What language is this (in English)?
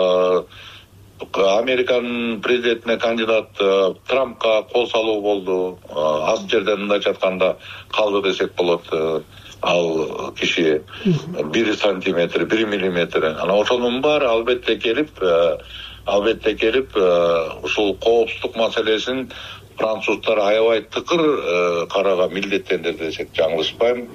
Kyrgyz